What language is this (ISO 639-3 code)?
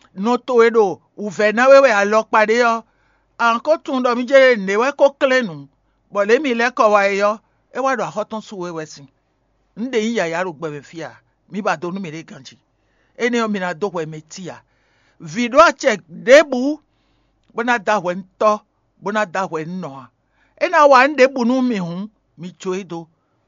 fon